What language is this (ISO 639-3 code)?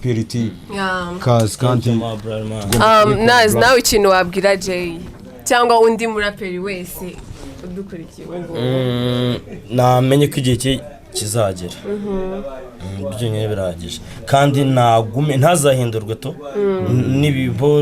kin